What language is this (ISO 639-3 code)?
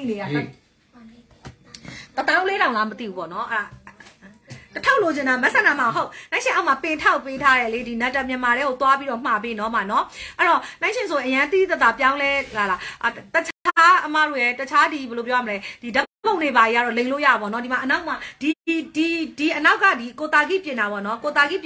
mya